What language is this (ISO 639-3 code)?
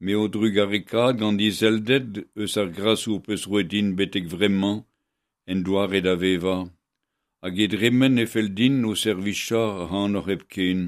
bre